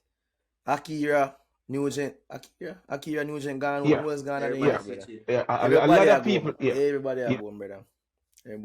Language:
Jamaican Creole English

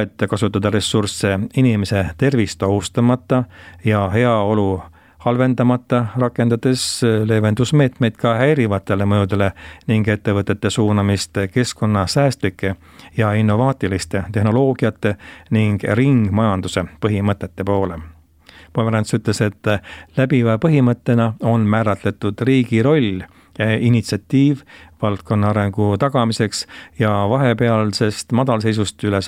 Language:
Estonian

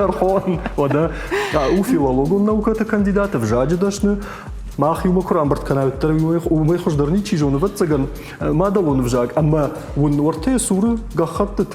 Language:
Ossetic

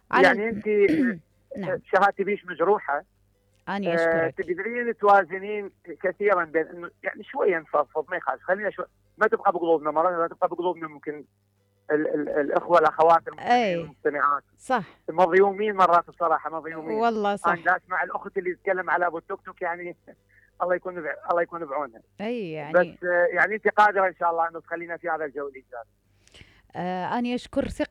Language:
Mesopotamian Arabic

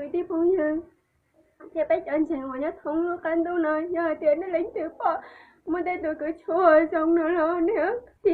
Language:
Hmong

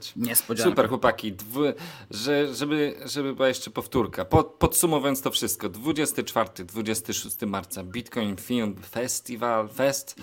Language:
Polish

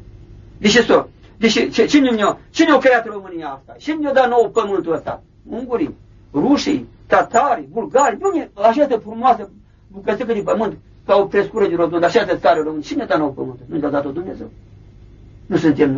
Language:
Romanian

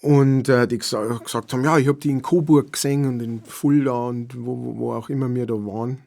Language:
Bavarian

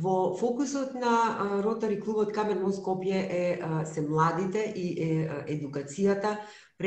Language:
Macedonian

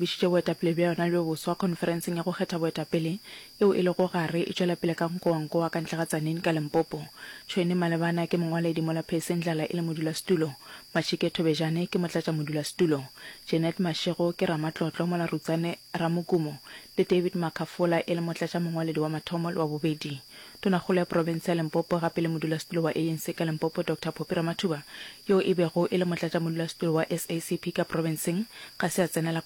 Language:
Northern Sotho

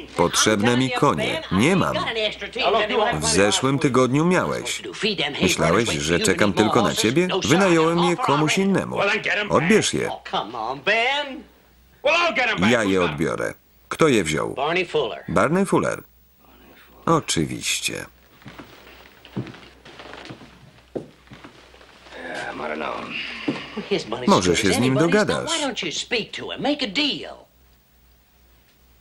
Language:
Polish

